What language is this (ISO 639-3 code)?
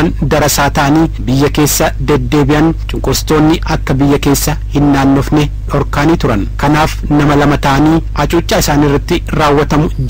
orm